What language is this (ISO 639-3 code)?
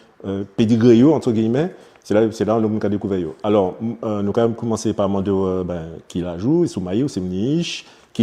gcf